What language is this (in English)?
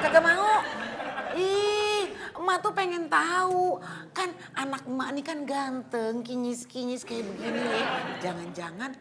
Betawi